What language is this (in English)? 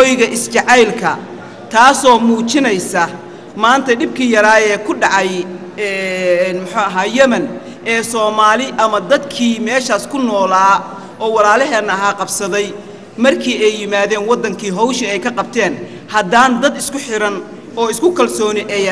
Somali